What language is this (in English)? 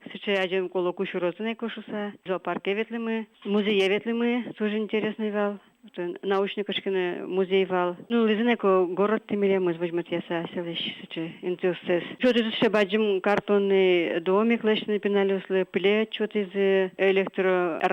Udmurt